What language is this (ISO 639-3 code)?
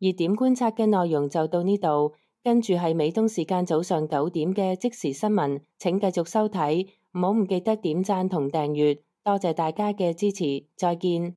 yue